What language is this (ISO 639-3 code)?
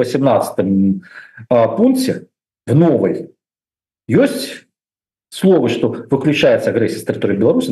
bel